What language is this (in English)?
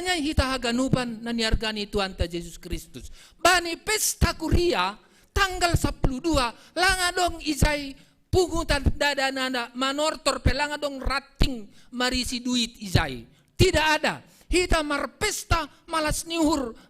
Batak Simalungun